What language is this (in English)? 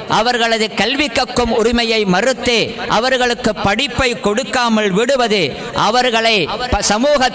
Tamil